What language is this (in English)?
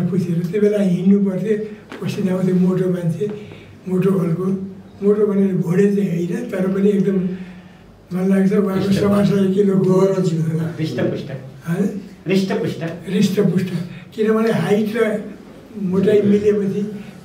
Nepali